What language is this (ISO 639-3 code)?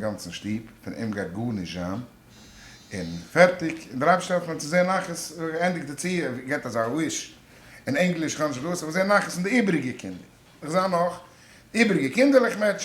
yid